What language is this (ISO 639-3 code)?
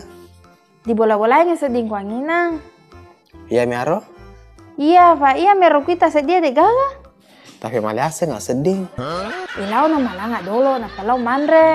bug